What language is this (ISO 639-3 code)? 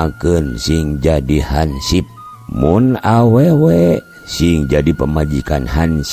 sun